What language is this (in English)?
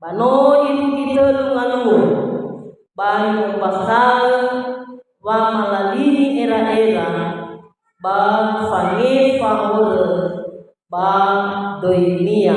Nias